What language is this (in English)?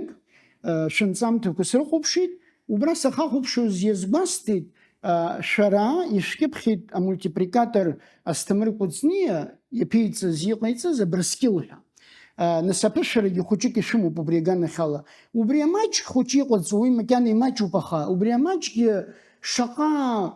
Abkhazian